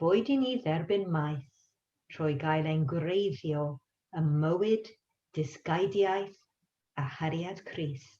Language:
Welsh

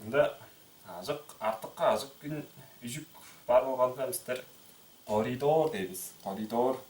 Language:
Tuvinian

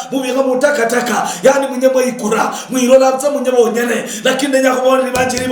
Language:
Luyia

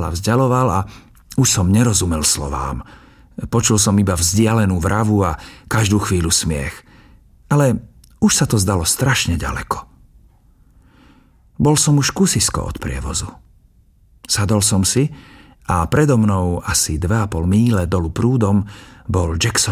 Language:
Slovak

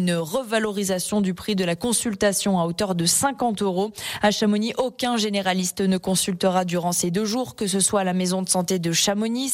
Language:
French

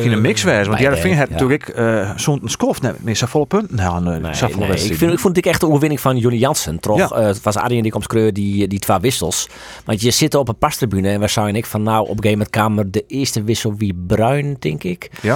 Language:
Western Frisian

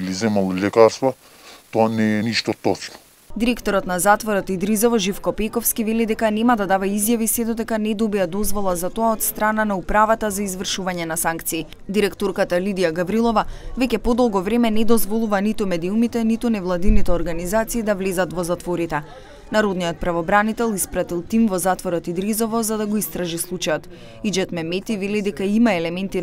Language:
Macedonian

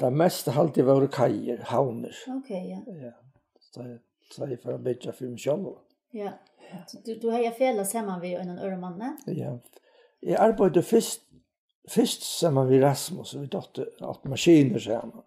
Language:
Faroese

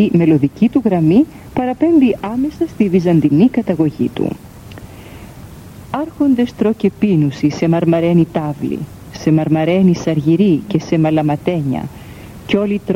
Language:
Greek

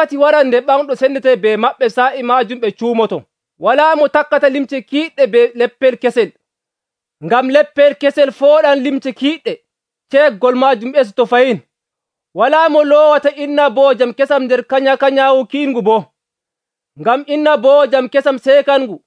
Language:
Nigerian Fulfulde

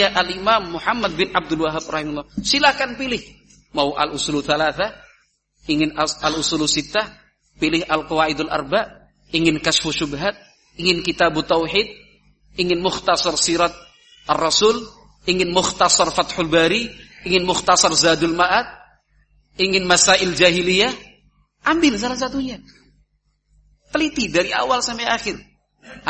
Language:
Indonesian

